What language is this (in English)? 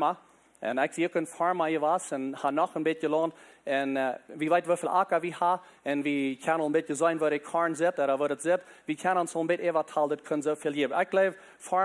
Plautdietsch